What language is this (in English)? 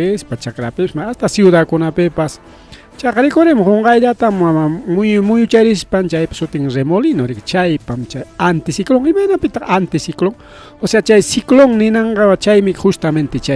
Ayacucho Quechua